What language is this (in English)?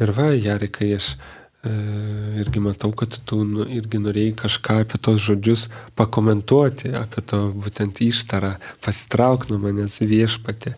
Lithuanian